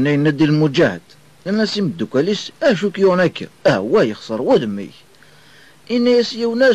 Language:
Kabyle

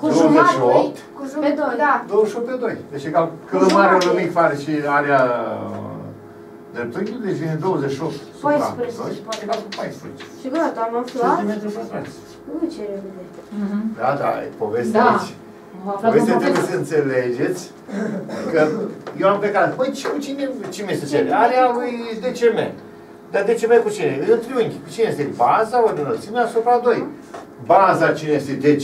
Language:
Romanian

